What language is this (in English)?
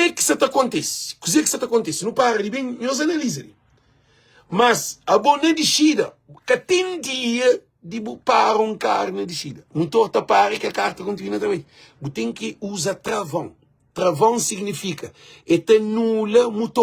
Kabuverdianu